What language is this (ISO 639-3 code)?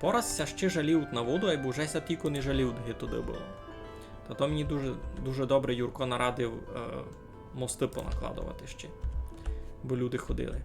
rue